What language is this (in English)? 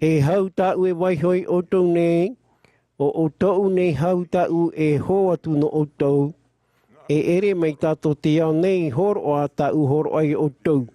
Tahitian